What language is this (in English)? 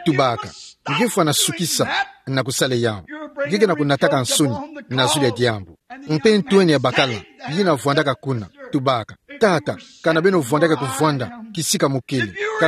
Kituba (Democratic Republic of Congo)